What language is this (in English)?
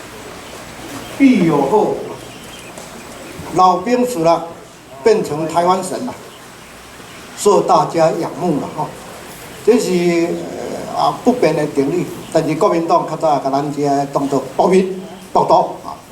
Min Nan Chinese